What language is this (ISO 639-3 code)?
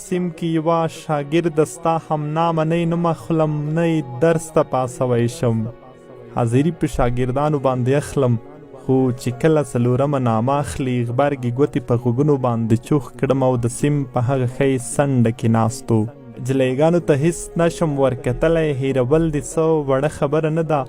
pus